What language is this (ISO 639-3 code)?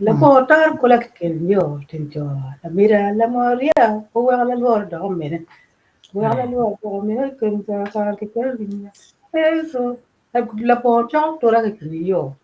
ach